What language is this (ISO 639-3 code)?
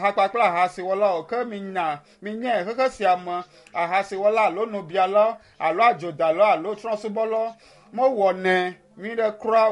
ewe